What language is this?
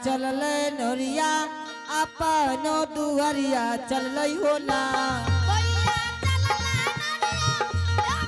Angika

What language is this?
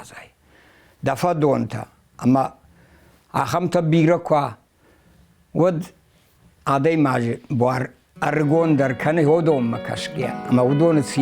Ossetic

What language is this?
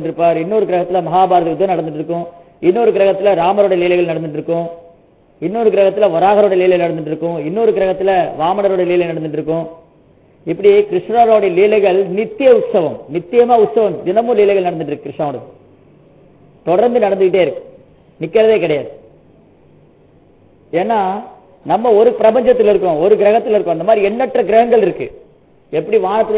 Tamil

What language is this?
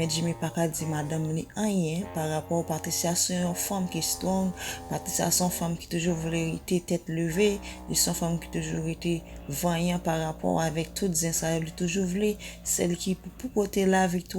Haitian Creole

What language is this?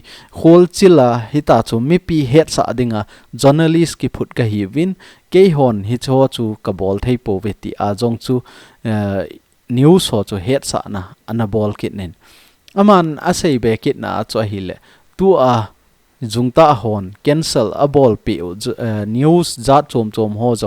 Thado Chin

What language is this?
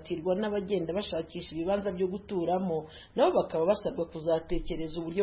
Kinyarwanda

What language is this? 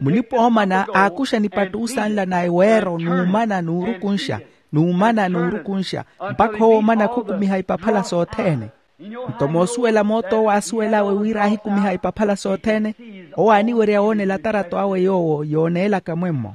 Makhuwa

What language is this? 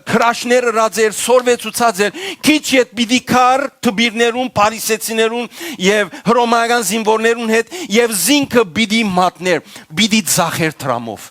Western Armenian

